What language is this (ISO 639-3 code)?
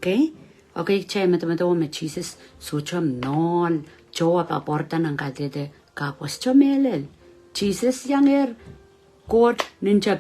pon